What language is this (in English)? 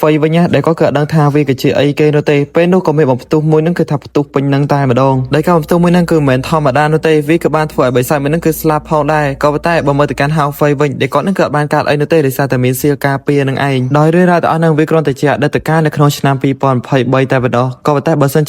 Khmer